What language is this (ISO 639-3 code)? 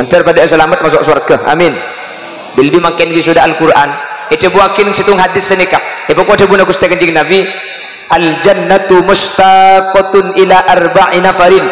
mad